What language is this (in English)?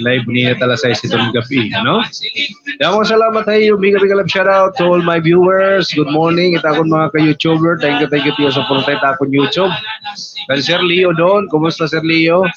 Waray